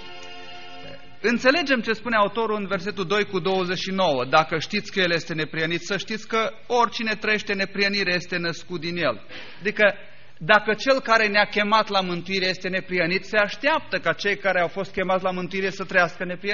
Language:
Romanian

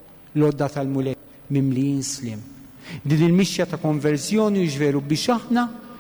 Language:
Maltese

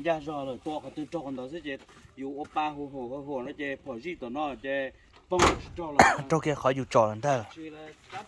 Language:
Hmong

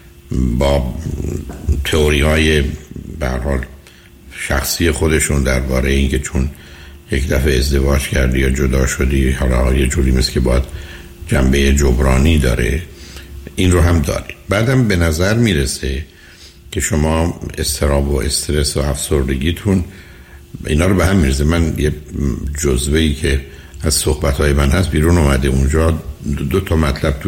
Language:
Persian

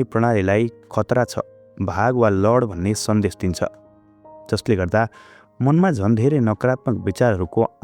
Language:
Nepali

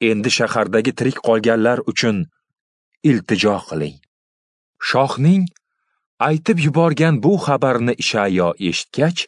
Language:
Uzbek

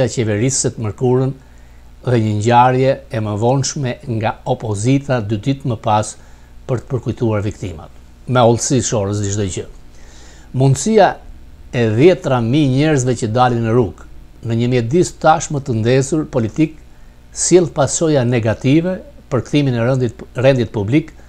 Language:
Albanian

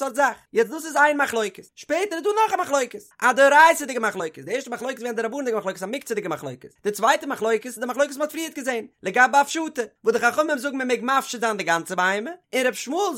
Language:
Yiddish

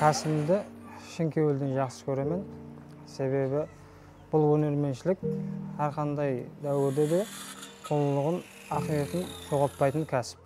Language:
Kara-Kalpak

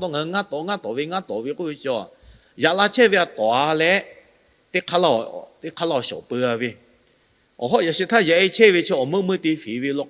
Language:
Lahu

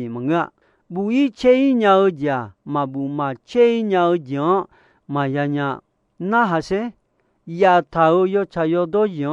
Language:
Akha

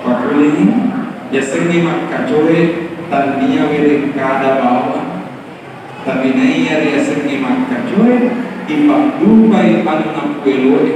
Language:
Buginese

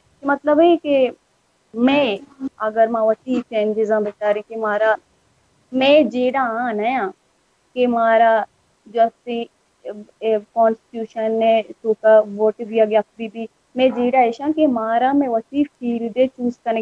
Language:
Baluchi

